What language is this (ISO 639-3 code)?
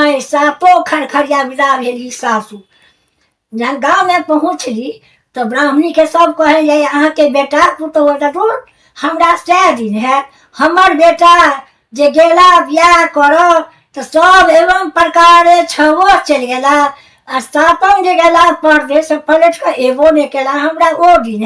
mai